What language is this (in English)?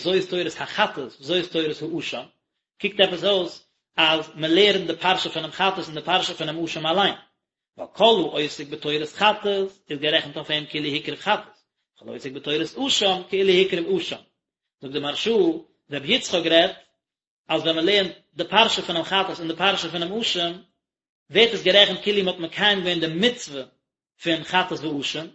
Yiddish